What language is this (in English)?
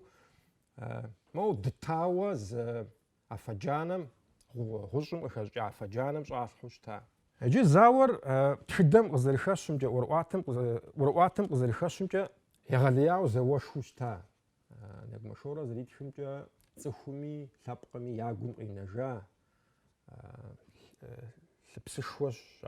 Kabardian